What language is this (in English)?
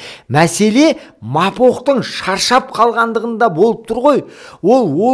Kazakh